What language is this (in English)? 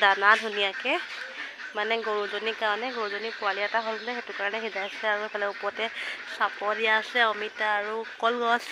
Assamese